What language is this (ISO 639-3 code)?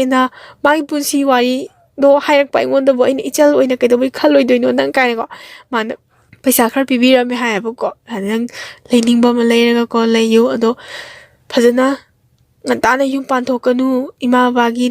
mni